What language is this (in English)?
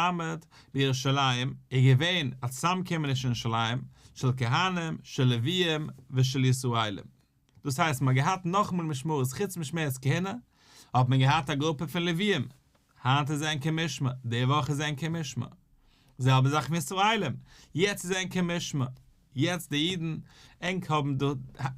Yiddish